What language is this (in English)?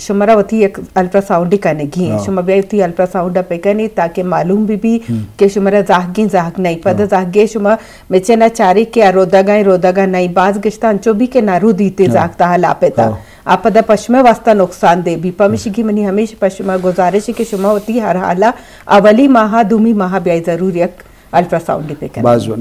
Eastern Balochi